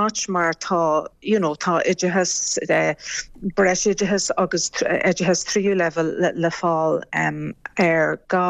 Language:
Irish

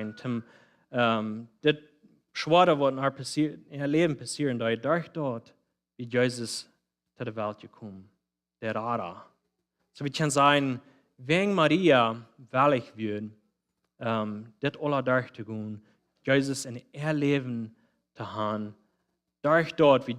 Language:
Plautdietsch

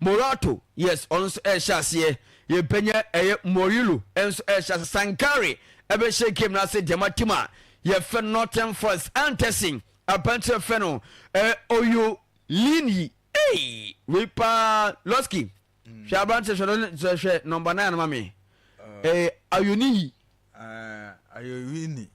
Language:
Akan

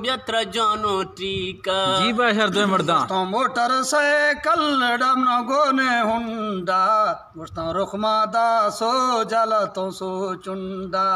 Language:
Eastern Balochi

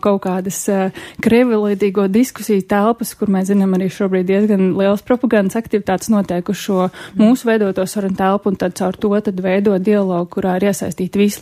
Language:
Latvian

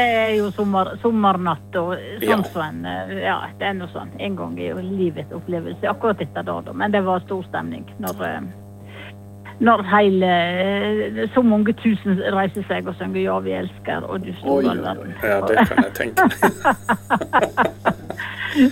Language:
Norwegian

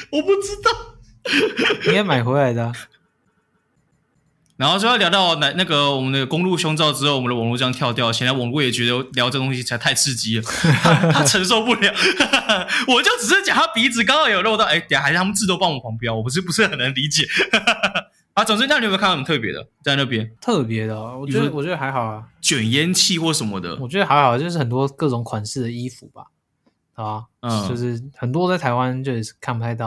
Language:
Chinese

